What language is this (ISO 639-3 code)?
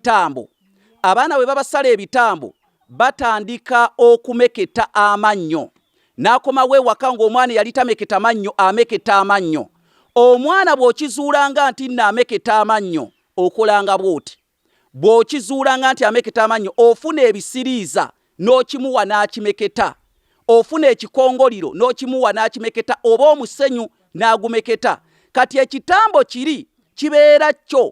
lug